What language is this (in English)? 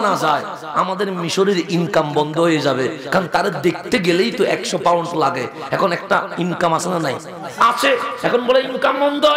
Bangla